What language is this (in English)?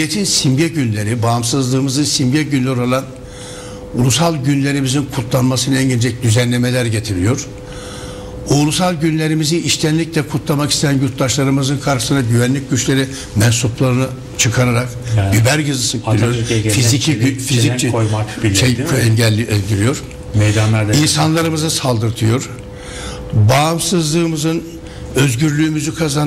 Turkish